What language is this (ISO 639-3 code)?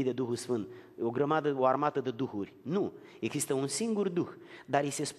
ron